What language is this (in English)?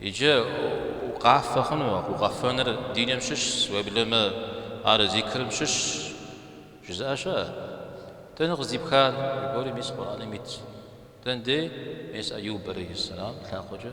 Kabardian